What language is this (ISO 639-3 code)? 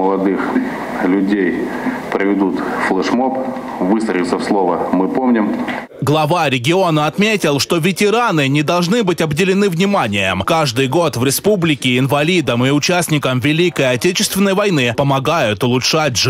rus